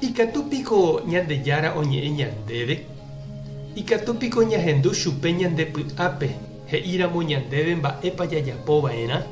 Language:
Guarani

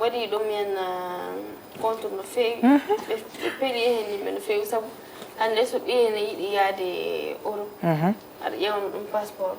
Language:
Fula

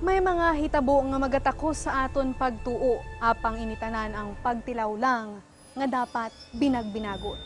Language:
Hiligaynon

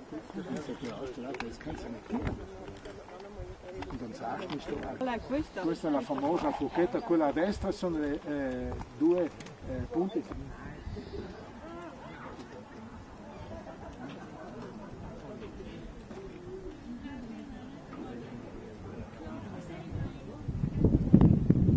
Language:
Italian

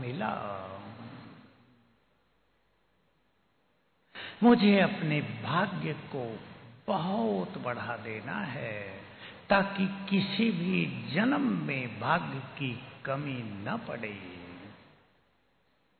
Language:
Hindi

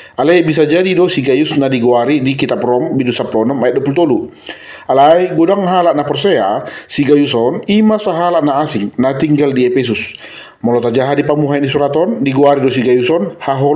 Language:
Batak Toba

